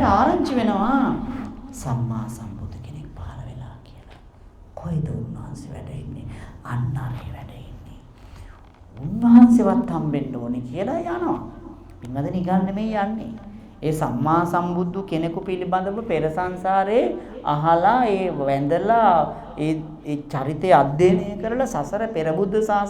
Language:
Sinhala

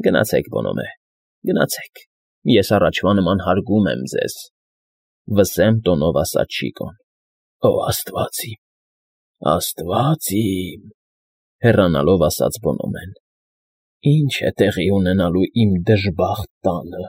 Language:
Armenian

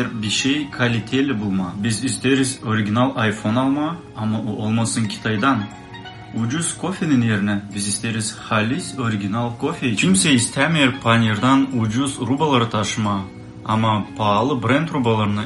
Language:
Gagauz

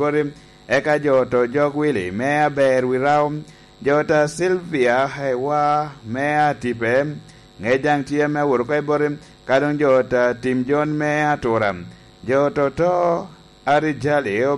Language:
Lango (Uganda)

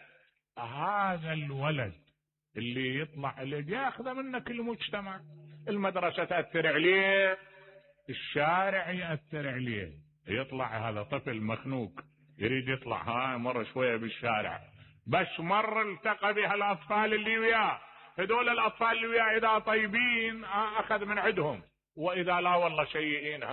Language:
Mesopotamian Arabic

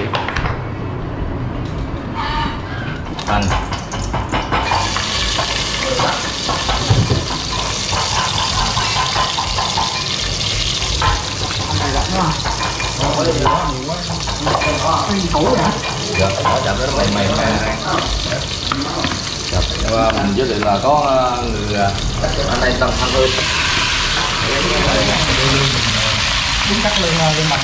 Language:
Vietnamese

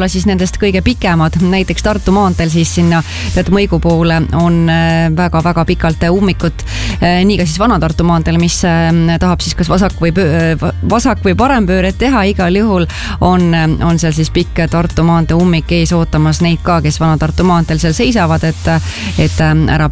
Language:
Estonian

